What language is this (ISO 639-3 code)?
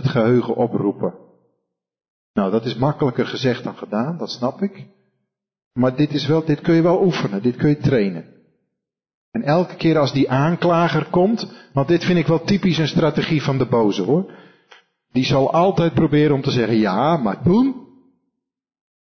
nld